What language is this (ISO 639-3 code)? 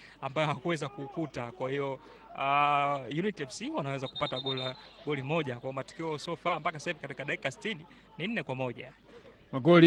swa